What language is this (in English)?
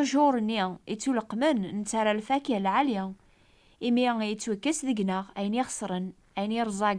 Kabyle